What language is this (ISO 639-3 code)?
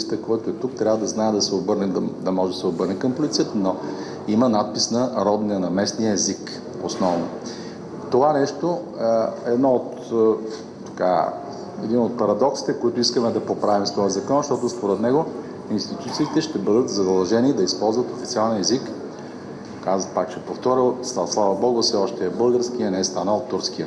bul